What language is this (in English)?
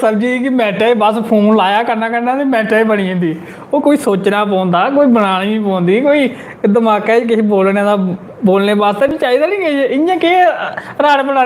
Dogri